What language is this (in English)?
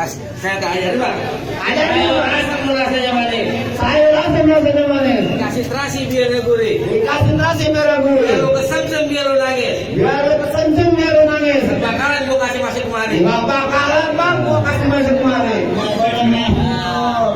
Betawi